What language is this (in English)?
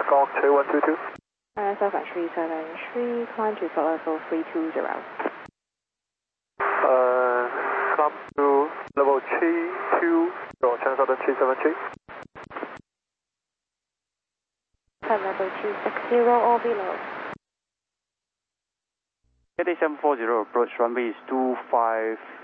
English